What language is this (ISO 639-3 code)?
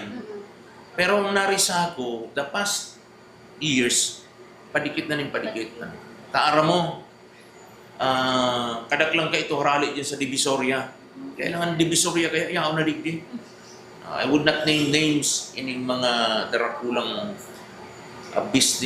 bik